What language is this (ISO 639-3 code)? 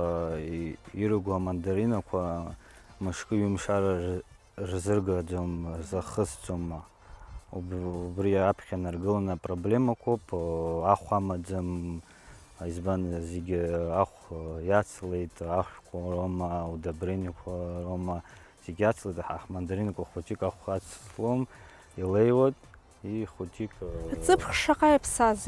abk